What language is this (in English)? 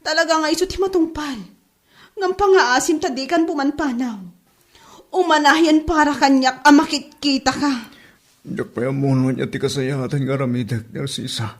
Iloko